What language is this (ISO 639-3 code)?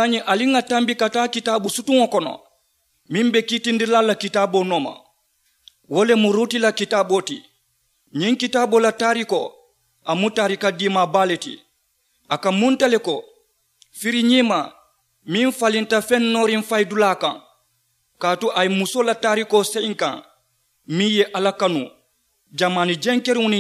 man